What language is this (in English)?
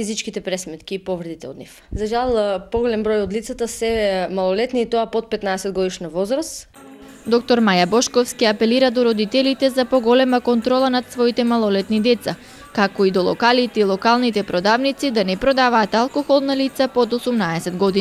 Macedonian